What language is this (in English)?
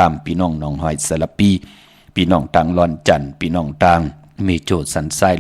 Shan